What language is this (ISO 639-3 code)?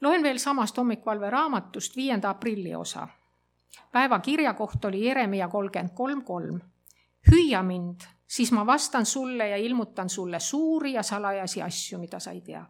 est